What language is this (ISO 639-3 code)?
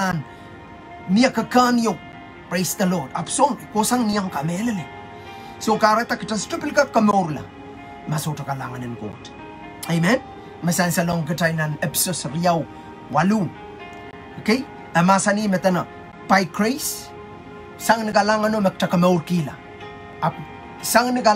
pon